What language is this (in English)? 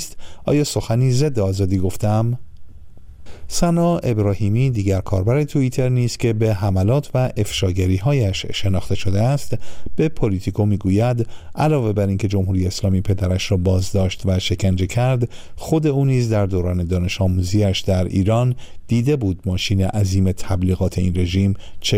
Persian